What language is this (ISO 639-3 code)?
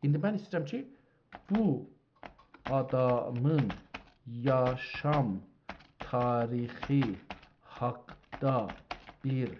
azb